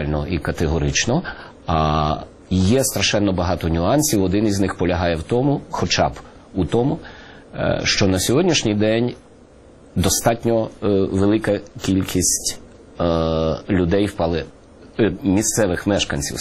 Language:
Ukrainian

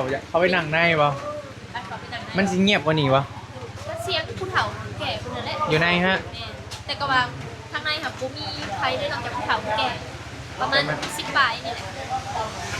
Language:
Northeastern Thai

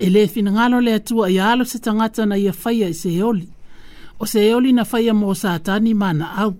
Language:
Samoan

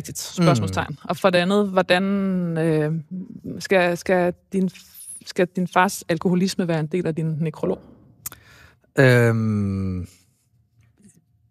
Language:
Danish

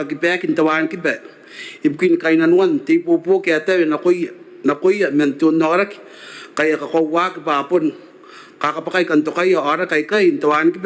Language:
Gilbertese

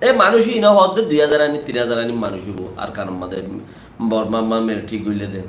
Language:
Rohingya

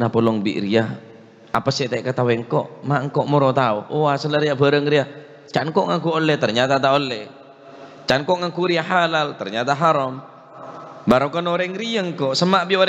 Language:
Madurese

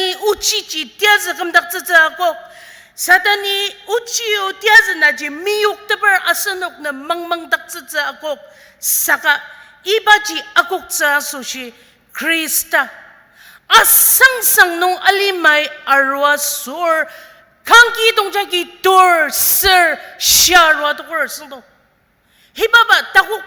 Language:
Ao Naga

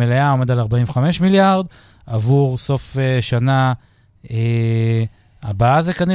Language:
Hebrew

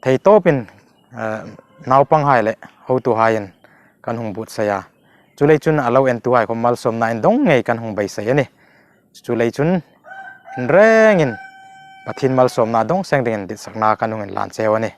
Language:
Hmar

